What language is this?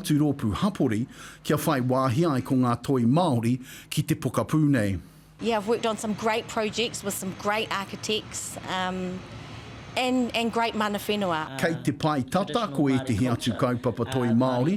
Māori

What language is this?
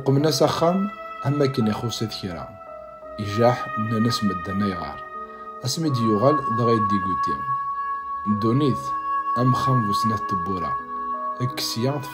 Kabyle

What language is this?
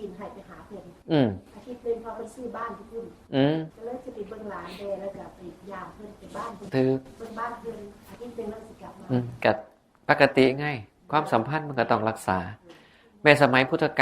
Northeastern Thai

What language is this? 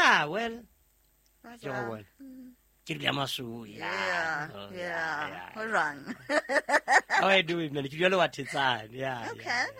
Southern Sotho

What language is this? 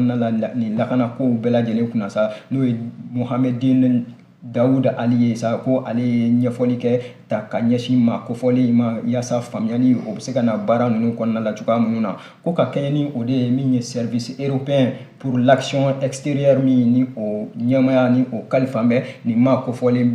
Bambara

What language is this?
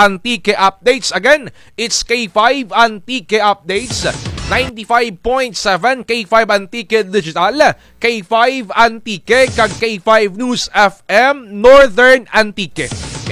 Kinaray-a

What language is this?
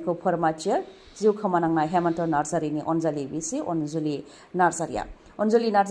Bodo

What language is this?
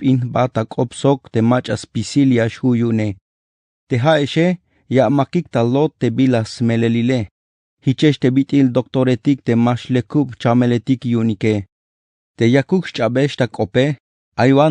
Tzeltal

